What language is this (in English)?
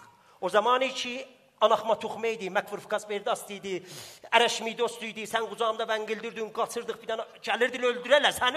South Azerbaijani